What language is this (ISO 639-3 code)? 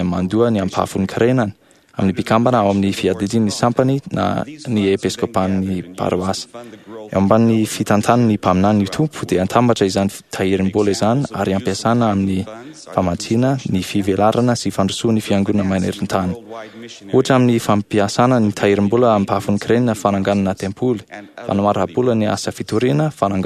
mlg